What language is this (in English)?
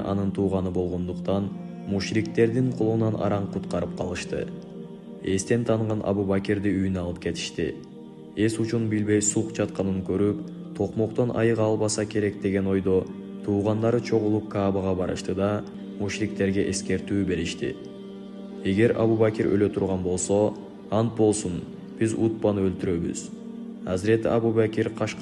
Kyrgyz